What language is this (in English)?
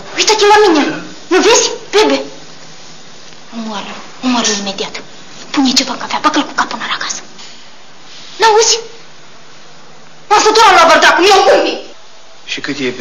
Romanian